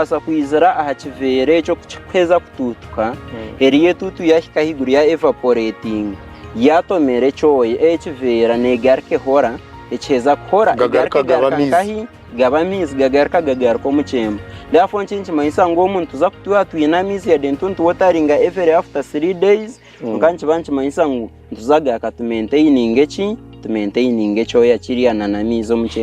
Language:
Nyankole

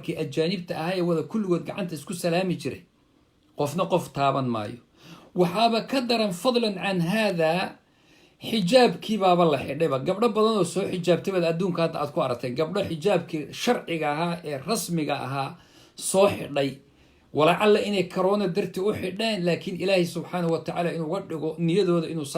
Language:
Somali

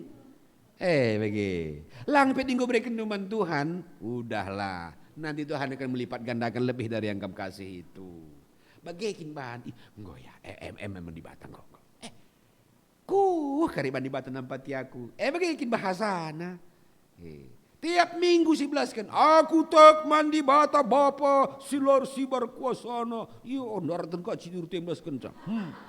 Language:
Batak Karo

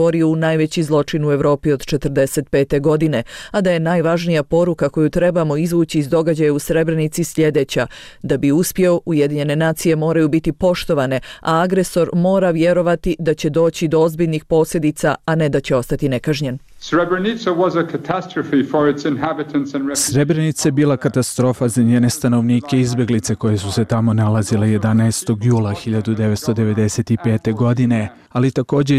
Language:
Bosnian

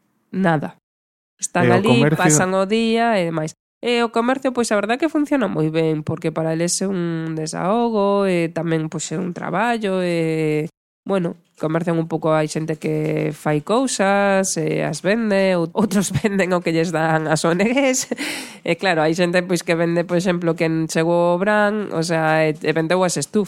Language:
Galician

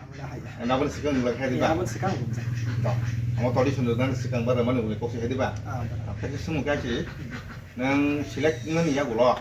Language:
Kok Borok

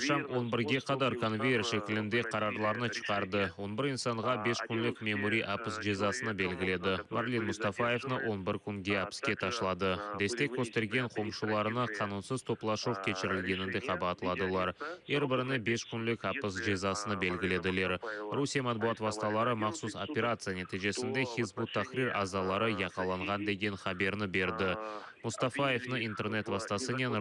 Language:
Crimean Tatar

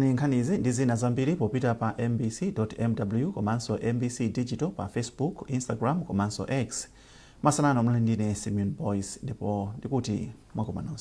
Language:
Nyanja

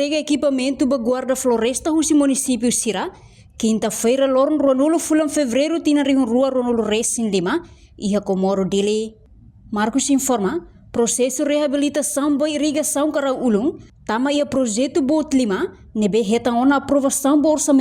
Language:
Tetum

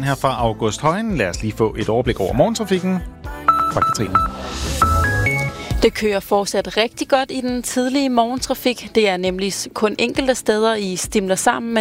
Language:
Danish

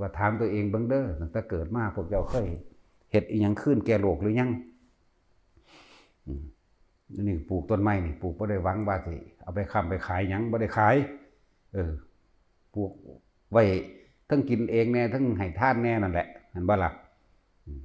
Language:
Lao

